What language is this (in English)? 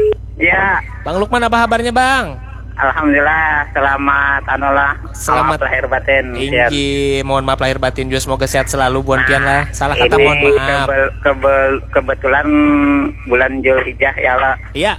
Banjar